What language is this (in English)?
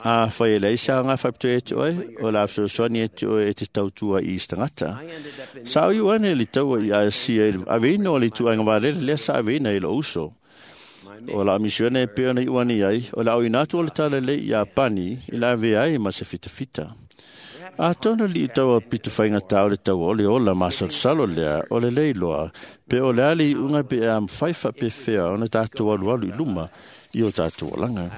Samoan